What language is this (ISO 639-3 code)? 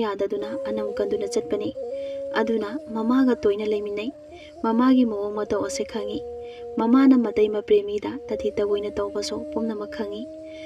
mni